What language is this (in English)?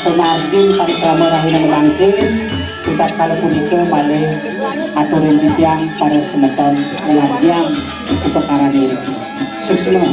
Balinese